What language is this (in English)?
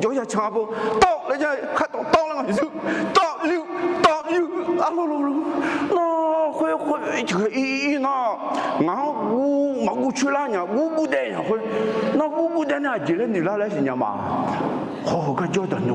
Akha